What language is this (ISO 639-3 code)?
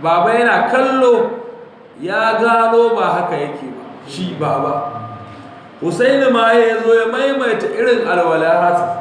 hau